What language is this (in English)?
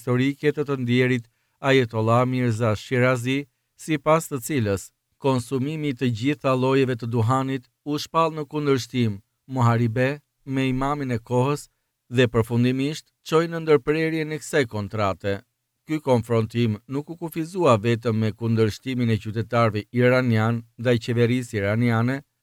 Albanian